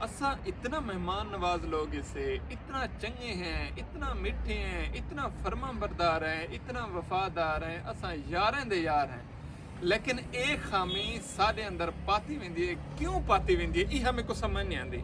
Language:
Saraiki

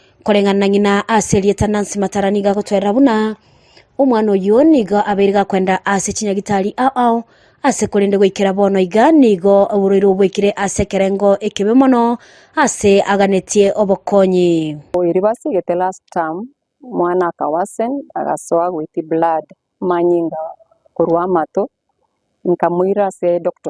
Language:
Gusii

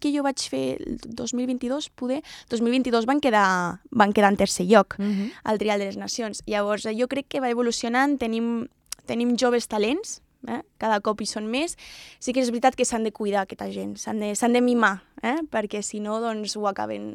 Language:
Catalan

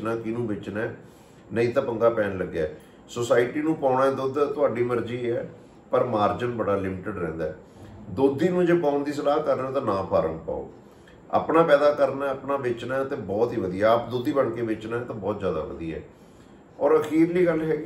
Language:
Punjabi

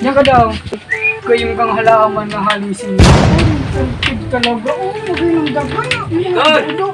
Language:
Bikol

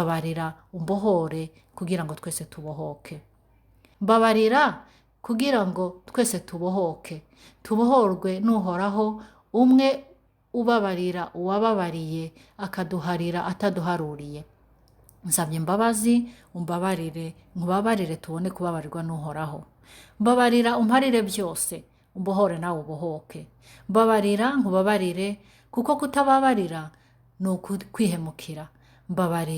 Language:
Rundi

